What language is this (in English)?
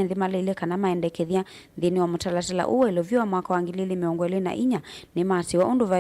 Kamba